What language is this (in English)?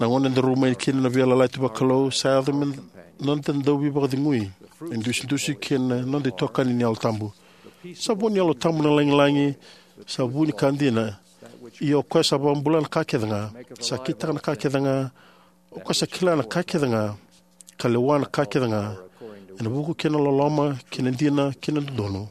Fijian